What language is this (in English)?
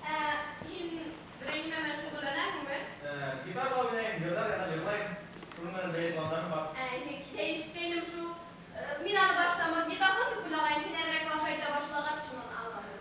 Bashkir